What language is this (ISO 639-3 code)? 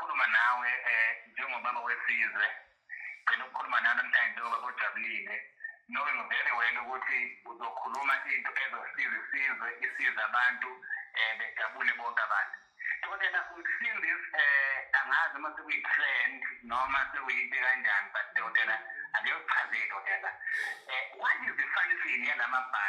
zul